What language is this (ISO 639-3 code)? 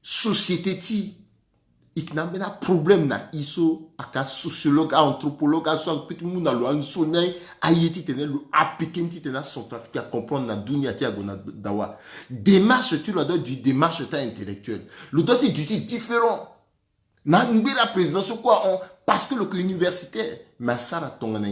sag